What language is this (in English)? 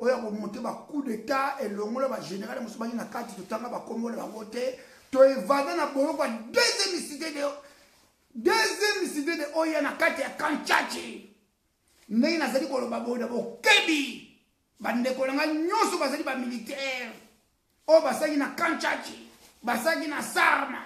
Lingala